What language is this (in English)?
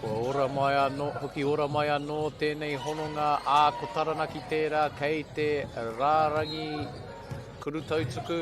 Māori